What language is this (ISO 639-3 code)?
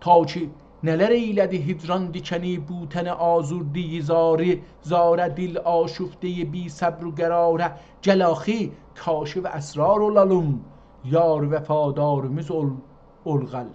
azb